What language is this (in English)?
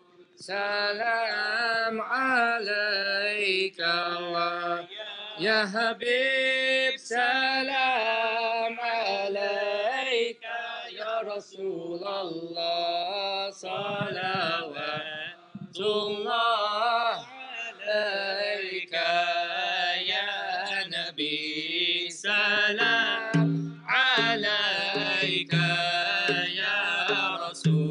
Arabic